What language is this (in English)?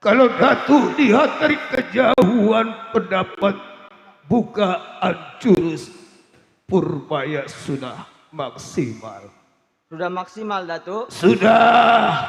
Betawi